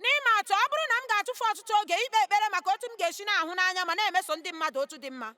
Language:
Igbo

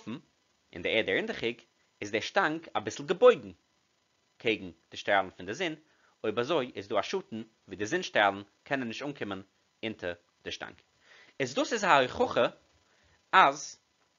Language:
Yiddish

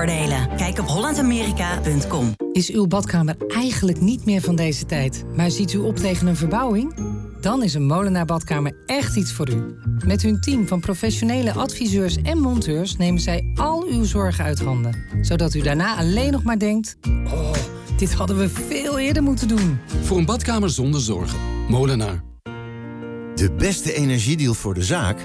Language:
Dutch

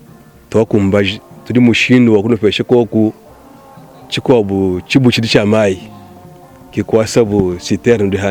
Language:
Luba-Lulua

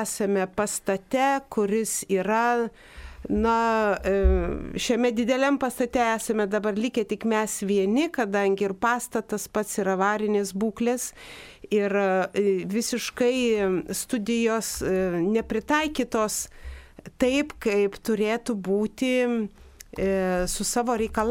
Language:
Lithuanian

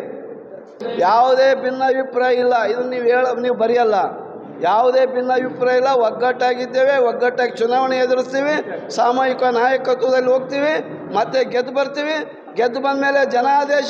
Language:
Kannada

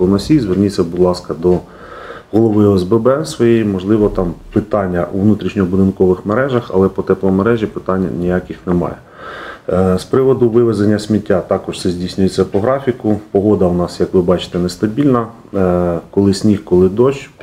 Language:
Ukrainian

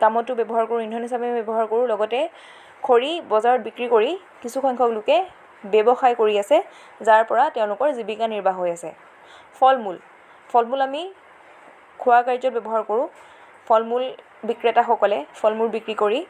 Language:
Assamese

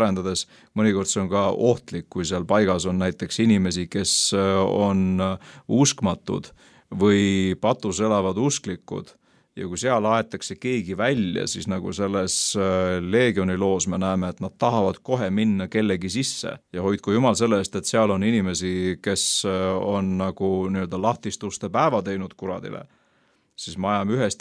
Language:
Estonian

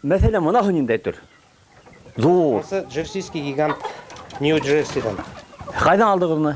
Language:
Bashkir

